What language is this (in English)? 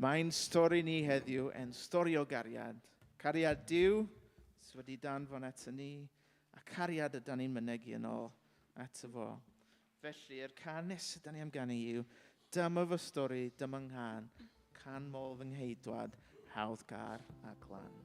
Welsh